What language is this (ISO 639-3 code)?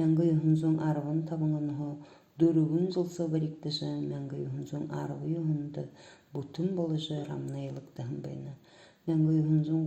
bua